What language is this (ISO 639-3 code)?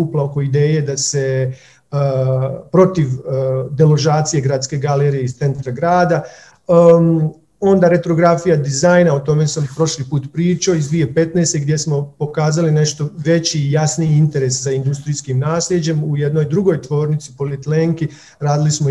hrv